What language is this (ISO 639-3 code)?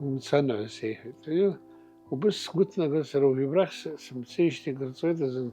abk